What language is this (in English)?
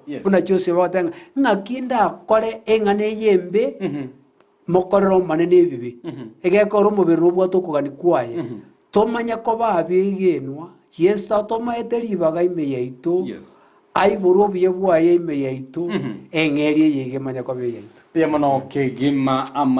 Gusii